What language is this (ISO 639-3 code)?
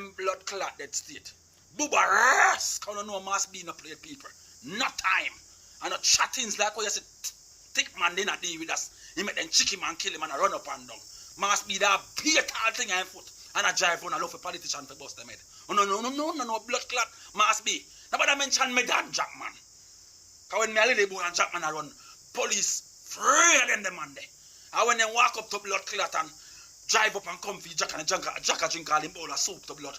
jam